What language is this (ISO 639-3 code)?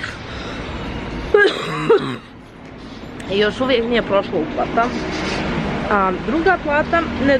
hrv